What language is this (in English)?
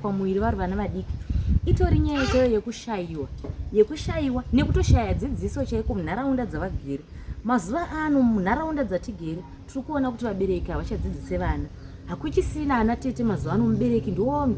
Shona